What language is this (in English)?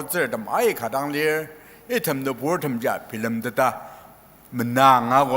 Ao Naga